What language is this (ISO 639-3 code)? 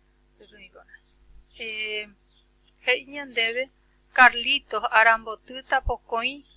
grn